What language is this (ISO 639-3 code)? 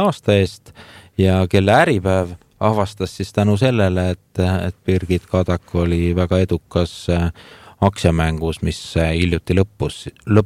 est